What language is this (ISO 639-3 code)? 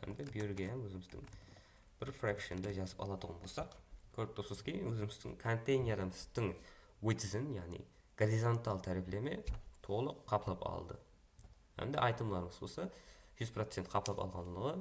kaa